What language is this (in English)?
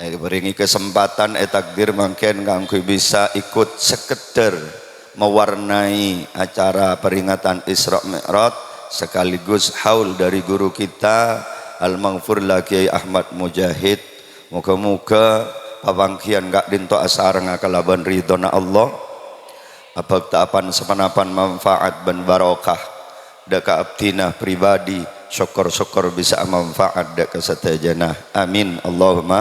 Madurese